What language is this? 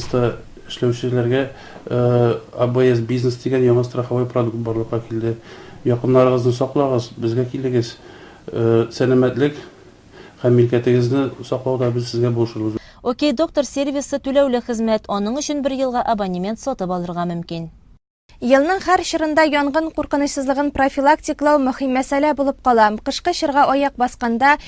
Tatar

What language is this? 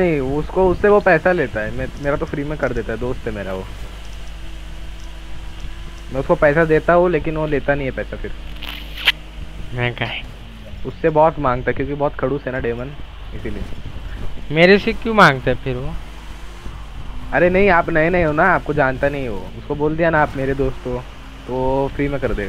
Marathi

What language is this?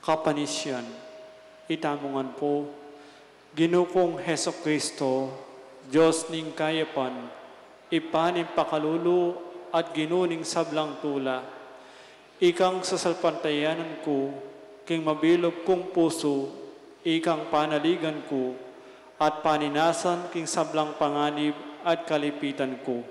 Pampanga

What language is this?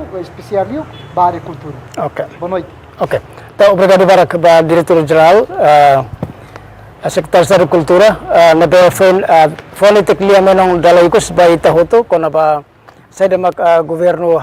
Tetum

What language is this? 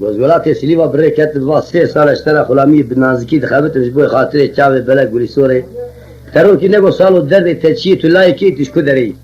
Kurdish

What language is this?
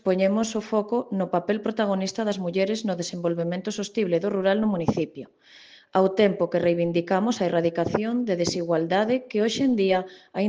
Galician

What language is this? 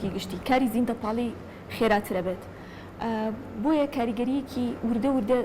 Central Kurdish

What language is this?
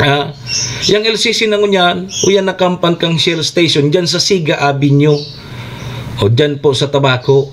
Bikol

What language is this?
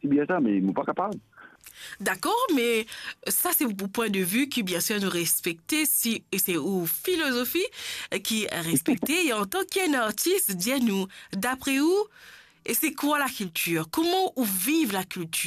Morisyen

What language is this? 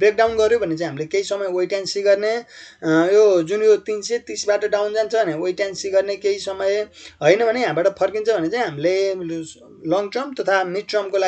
Nepali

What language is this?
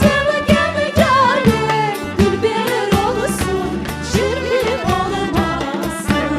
Crimean Tatar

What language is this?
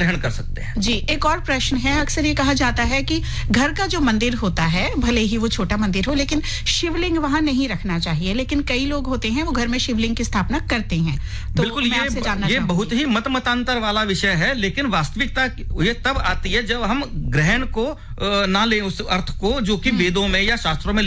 Hindi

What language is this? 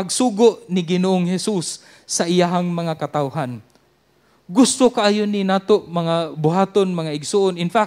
Cebuano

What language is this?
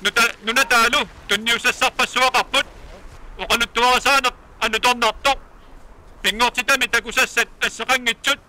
Kalaallisut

